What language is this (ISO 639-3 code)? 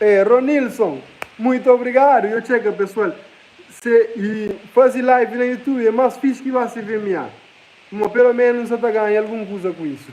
kea